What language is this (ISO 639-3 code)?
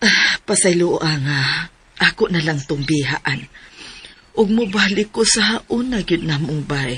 ceb